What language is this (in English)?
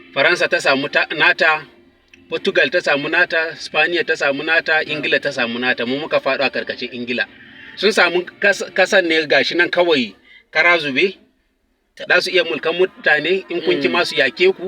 Hausa